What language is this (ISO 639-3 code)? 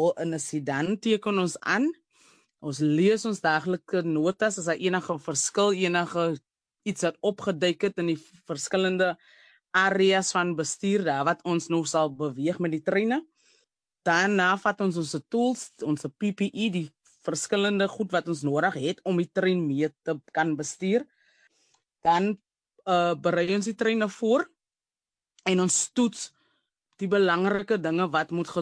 afr